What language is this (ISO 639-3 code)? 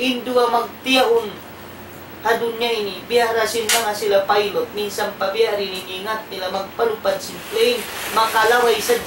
tsg